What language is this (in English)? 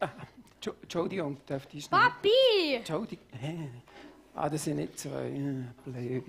Swiss German